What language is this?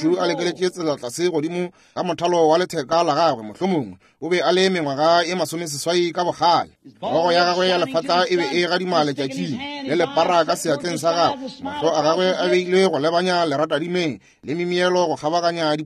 Northern Sotho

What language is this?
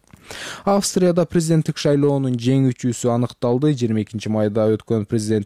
Kyrgyz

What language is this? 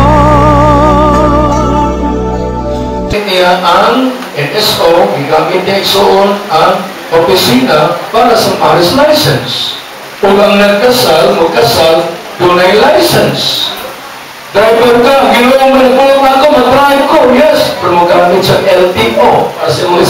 Cebuano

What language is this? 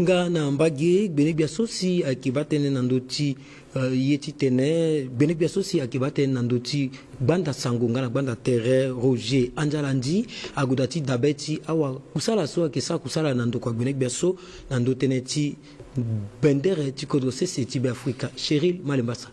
Sango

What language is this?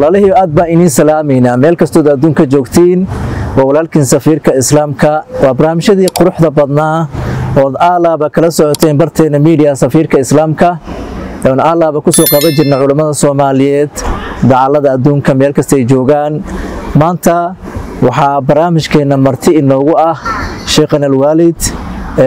Somali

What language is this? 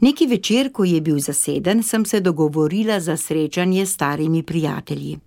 Slovenian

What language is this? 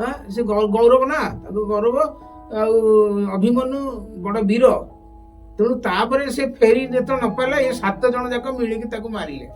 Odia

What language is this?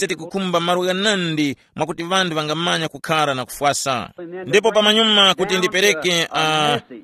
Tumbuka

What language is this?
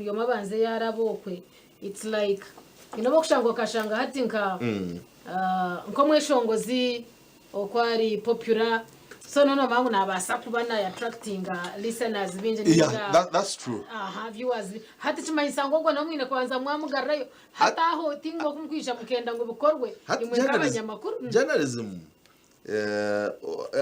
Nyankole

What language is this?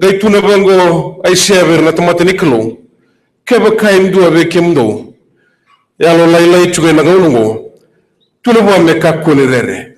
Fijian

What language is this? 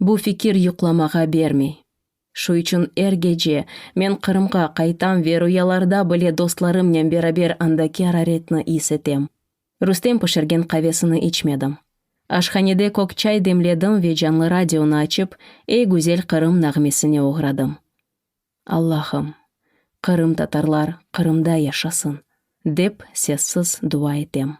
Crimean Tatar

